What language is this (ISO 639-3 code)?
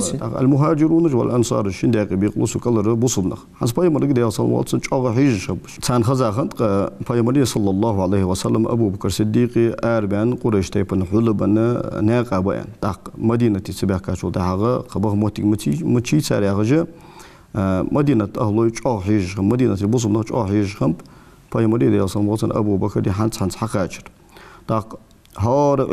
inh